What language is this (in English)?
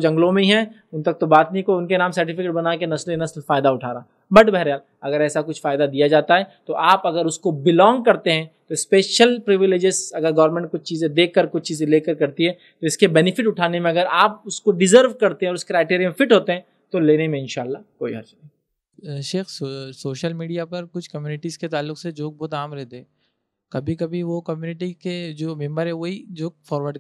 Urdu